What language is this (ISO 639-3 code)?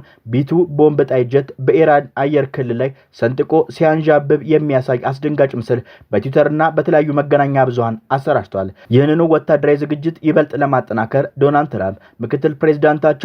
amh